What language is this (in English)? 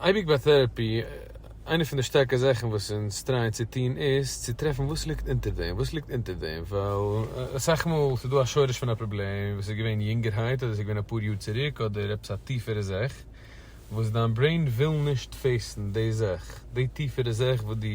Yiddish